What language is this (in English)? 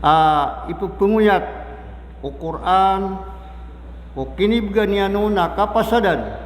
Maranao